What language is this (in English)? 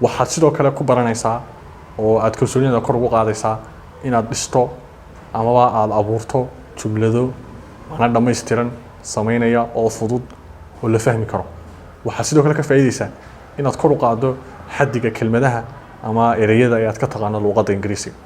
Somali